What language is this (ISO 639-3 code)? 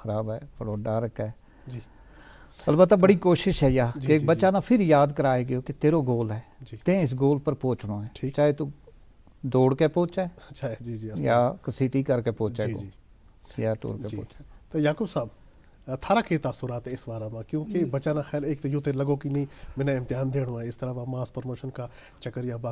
gju